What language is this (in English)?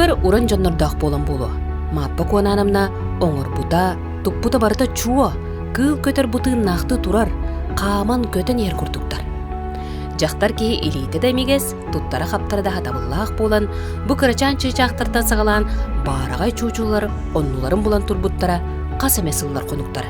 Yakut